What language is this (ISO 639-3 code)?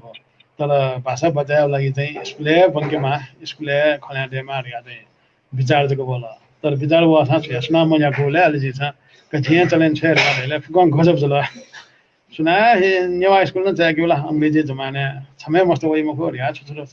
new